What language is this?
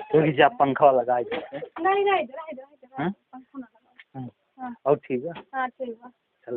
Awadhi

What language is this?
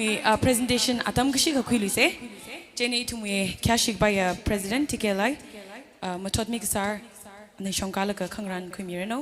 Tangkhul Naga (India)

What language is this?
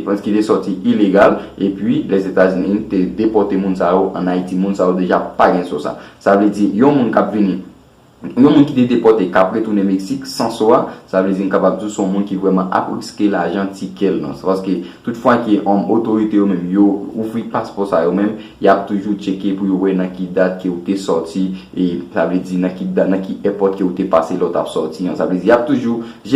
Haitian Creole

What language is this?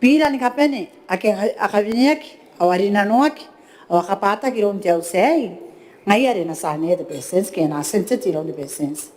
Gilbertese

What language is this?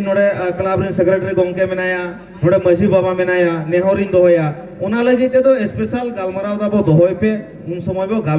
Santali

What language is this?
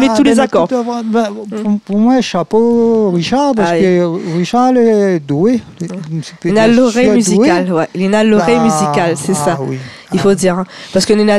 Réunion Creole French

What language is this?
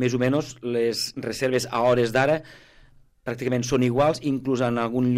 Catalan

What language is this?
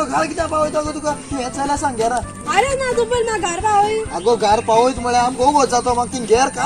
Konkani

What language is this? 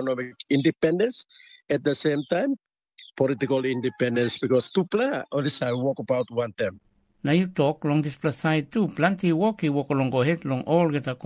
Tok Pisin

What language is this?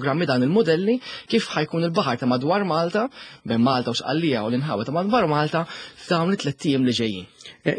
Maltese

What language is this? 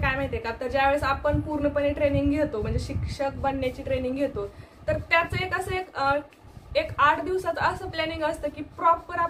Marathi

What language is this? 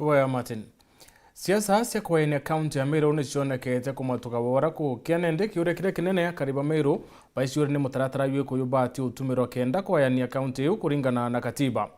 Meru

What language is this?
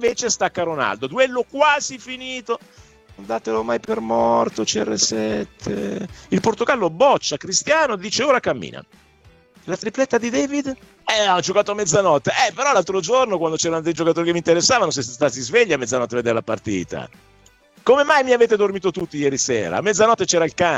Italian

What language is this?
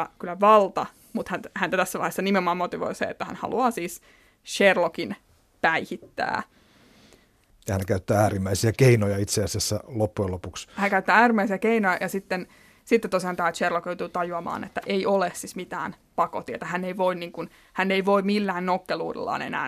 Finnish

